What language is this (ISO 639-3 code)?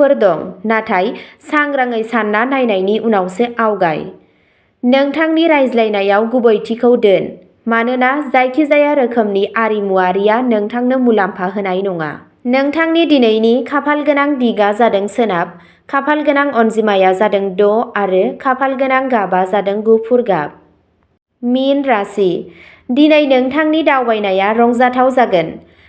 brx